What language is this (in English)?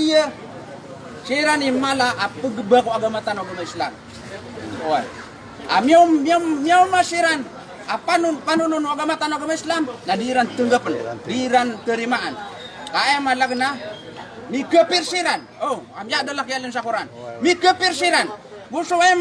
Maranao